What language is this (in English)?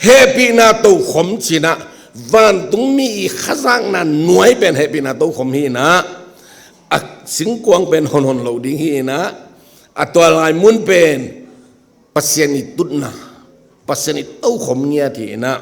Tedim Chin